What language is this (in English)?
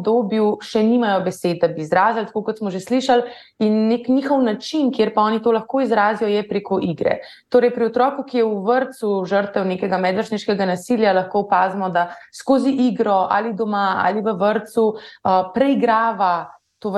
Slovenian